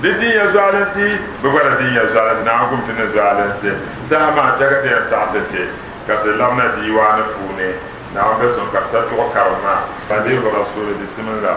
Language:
Dagbani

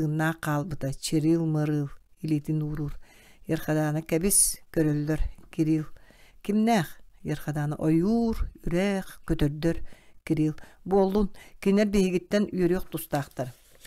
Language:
Yakut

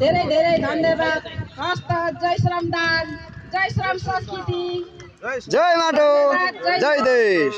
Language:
Nepali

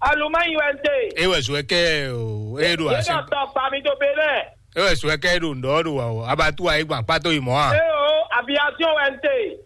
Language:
Fon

